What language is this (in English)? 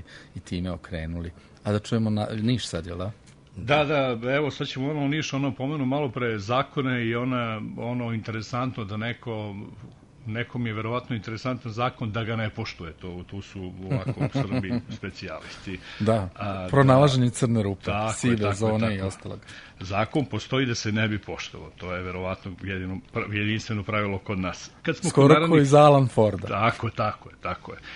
Serbian